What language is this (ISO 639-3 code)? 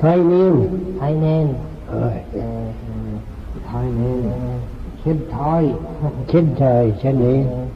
glv